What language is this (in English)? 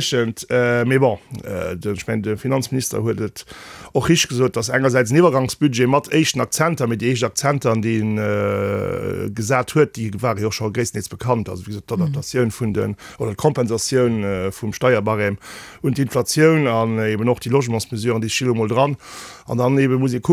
Luxembourgish